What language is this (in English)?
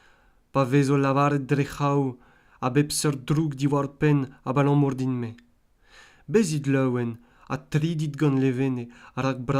Breton